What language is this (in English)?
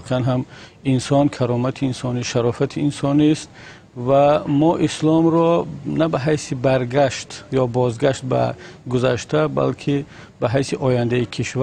Persian